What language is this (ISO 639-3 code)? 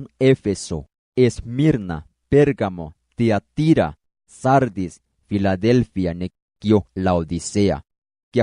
amu